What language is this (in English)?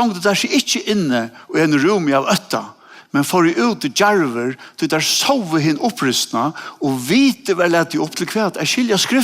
Faroese